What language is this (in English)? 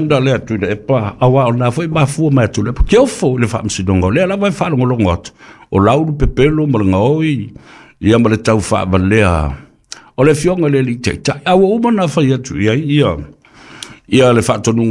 Samoan